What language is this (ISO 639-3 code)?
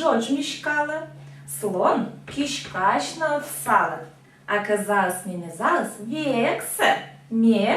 koi